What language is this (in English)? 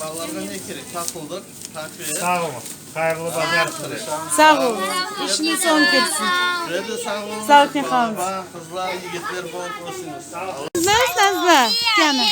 Crimean Tatar